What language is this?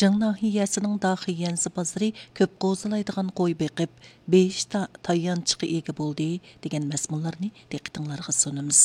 Uyghur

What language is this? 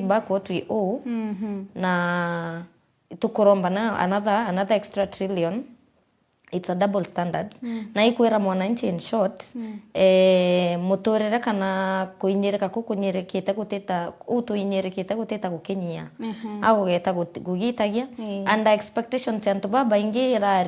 Meru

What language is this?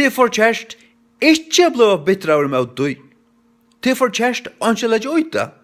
Faroese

